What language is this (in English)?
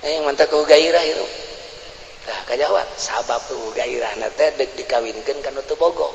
Sundanese